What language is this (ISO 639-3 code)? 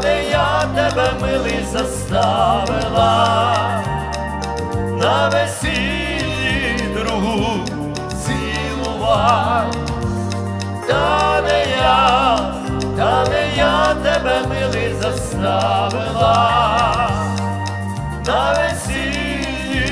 ukr